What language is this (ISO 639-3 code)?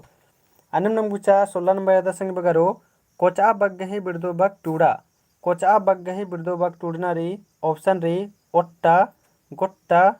kru